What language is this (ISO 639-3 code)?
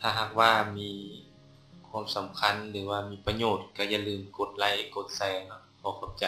lao